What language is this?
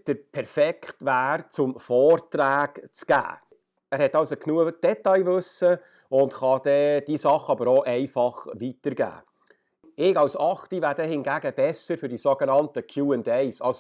Swiss German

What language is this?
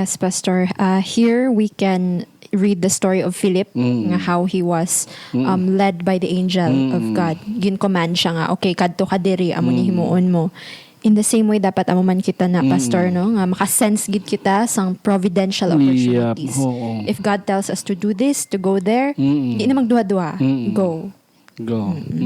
Hiligaynon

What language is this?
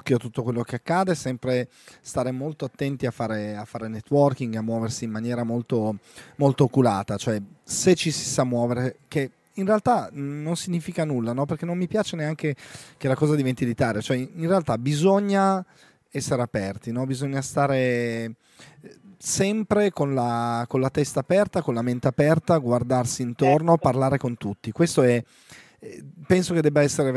Italian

